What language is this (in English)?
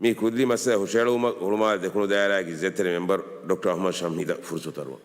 Divehi